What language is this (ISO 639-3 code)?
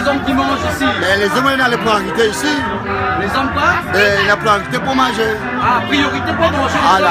rcf